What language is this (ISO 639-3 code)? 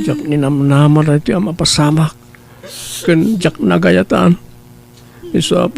ilo